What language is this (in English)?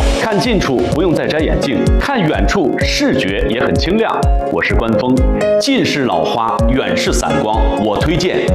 Chinese